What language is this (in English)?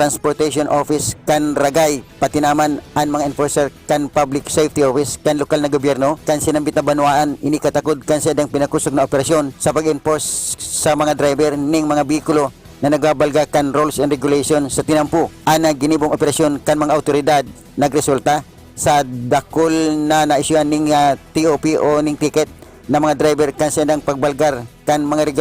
Bikol